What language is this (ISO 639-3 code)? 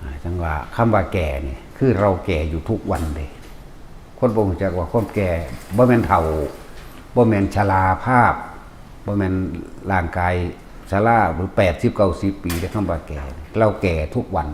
tts